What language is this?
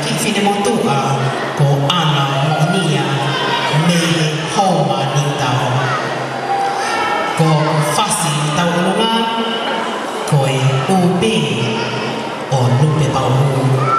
Tongan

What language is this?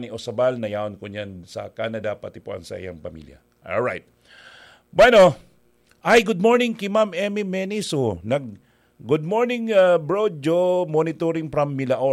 Bikol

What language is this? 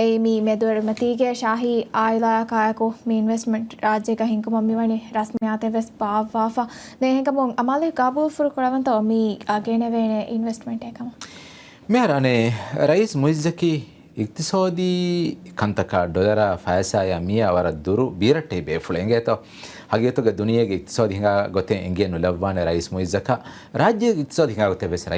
Divehi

